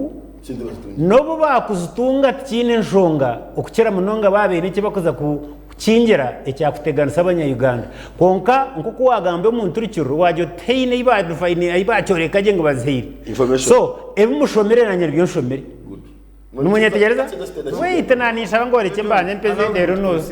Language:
Nyankole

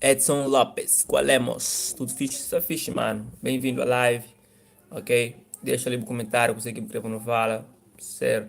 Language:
Kabuverdianu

